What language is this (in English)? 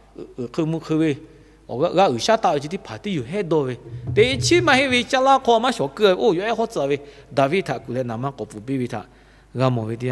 Lahu